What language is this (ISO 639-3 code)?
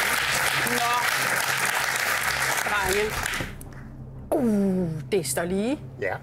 dan